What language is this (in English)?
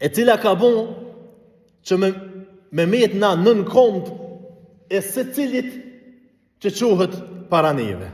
Albanian